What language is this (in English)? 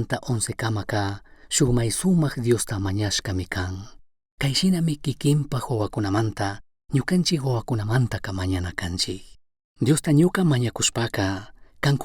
Chimborazo Highland Quichua